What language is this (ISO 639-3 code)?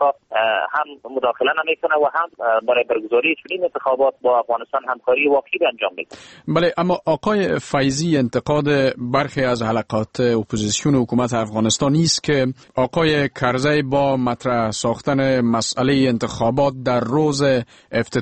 fas